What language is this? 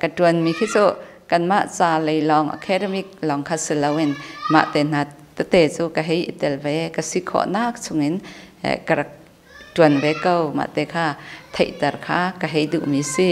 Hakha Chin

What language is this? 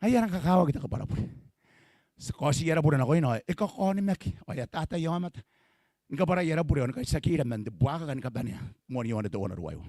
Gilbertese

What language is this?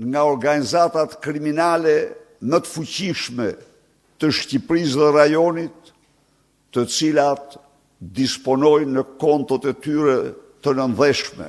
Albanian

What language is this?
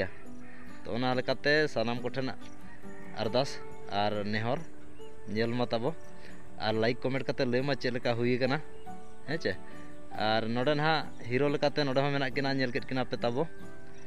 Santali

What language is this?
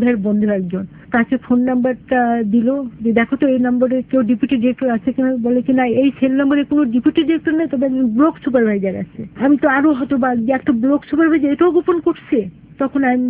Bangla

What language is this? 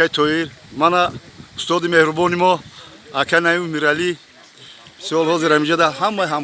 Tajik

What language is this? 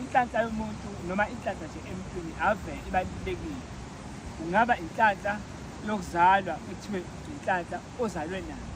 Zulu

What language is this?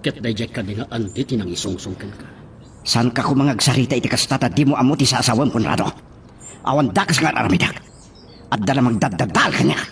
Iloko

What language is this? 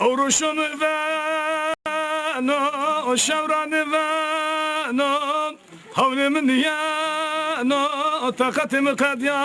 Zaza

